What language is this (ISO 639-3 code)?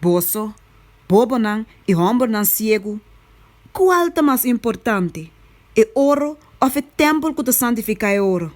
pap